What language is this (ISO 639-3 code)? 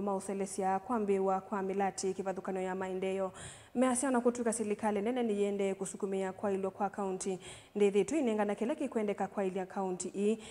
kam